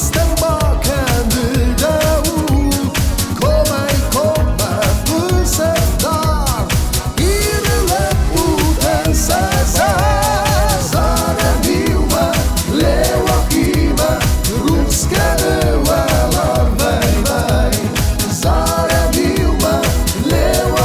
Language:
Ossetic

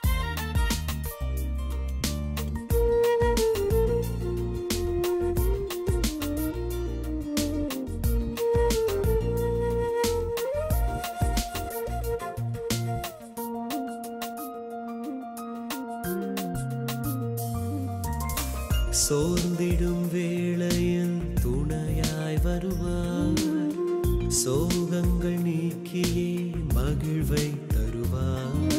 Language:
Tamil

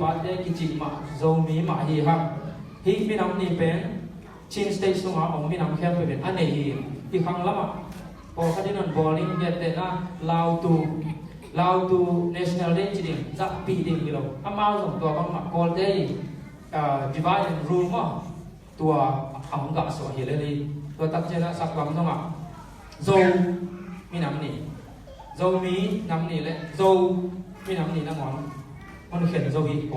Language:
Tedim Chin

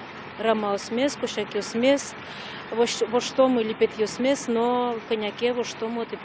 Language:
Udmurt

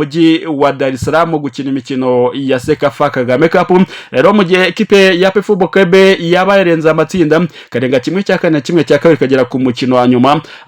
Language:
Kinyarwanda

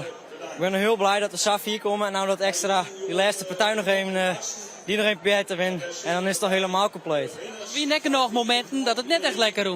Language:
Western Frisian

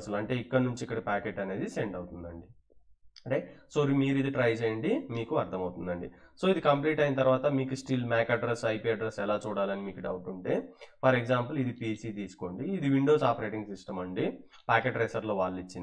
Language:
Telugu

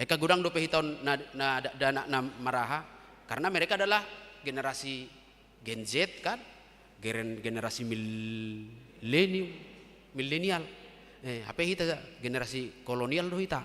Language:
Batak Toba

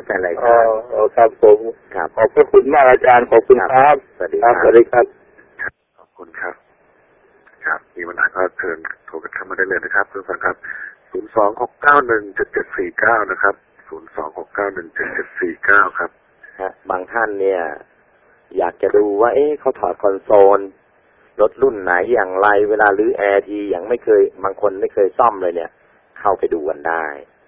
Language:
Thai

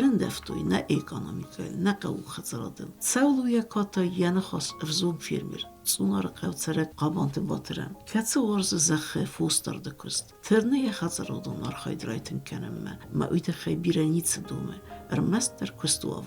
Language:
Ossetic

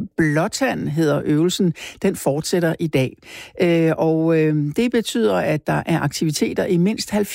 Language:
Danish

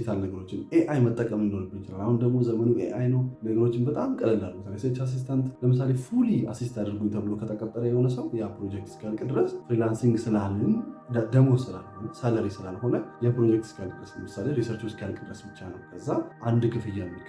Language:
Amharic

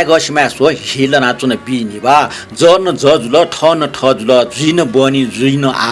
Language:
Newari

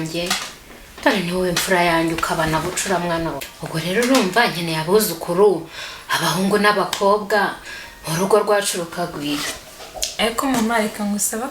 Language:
Kinyarwanda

